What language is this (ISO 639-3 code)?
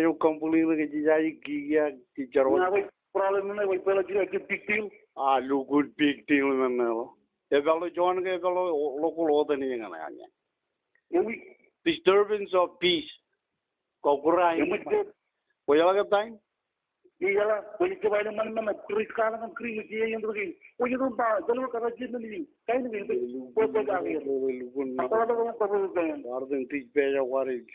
mah